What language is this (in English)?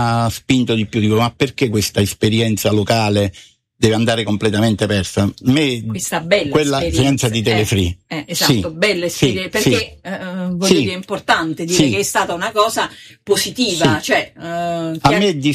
Italian